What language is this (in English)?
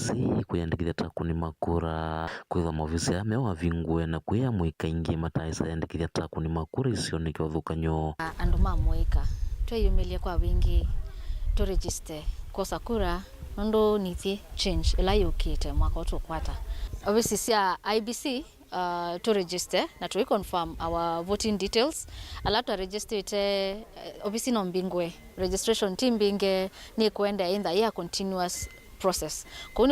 Kamba